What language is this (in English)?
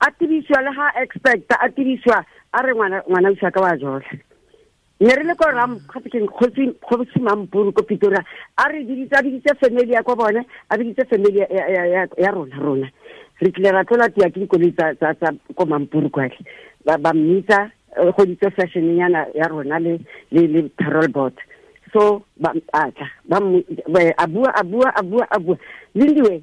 Tswana